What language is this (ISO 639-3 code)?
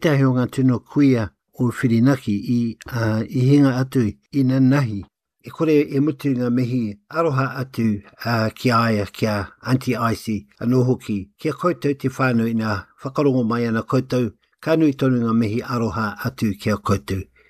mri